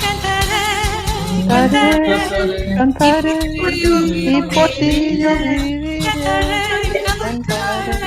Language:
Ladino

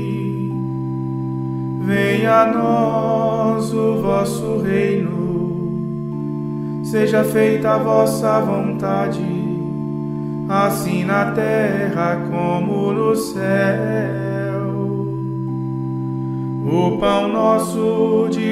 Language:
Portuguese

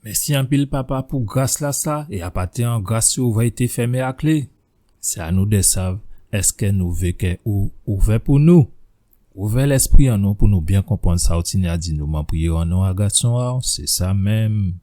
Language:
Guadeloupean Creole French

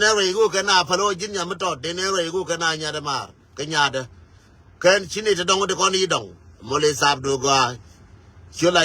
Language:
Nuer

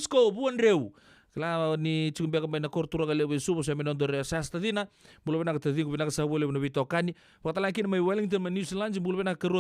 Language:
Fijian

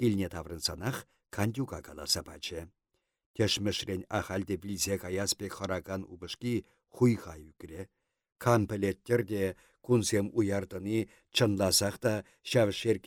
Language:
Chuvash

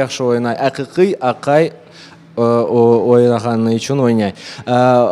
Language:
Crimean Tatar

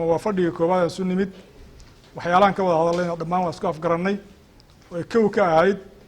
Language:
Somali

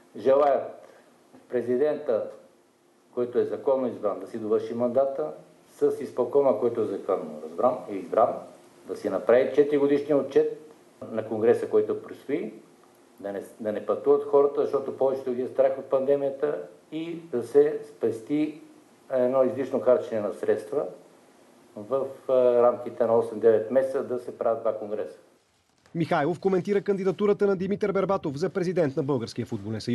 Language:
Bulgarian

